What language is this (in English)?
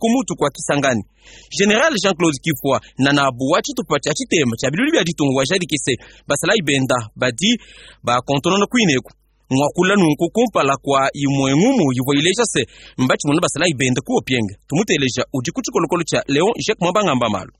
Luba-Lulua